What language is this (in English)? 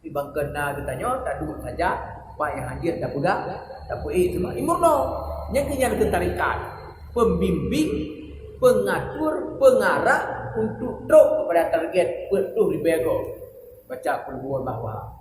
Achinese